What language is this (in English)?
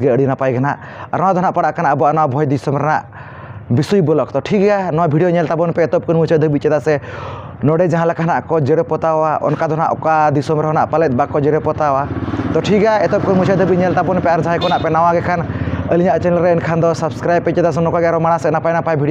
Santali